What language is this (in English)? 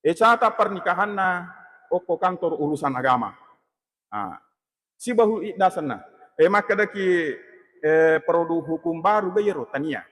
Buginese